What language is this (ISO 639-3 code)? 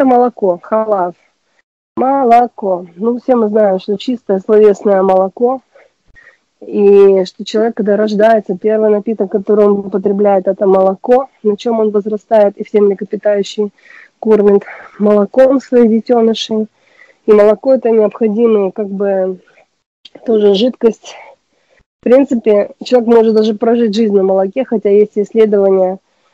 rus